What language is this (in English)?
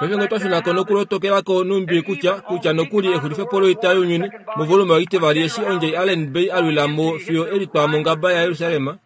Kuanyama